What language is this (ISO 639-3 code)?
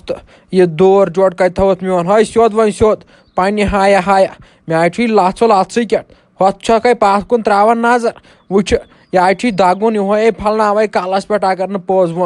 kas